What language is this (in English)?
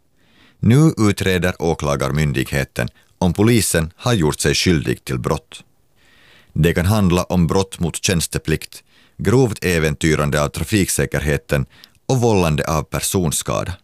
Swedish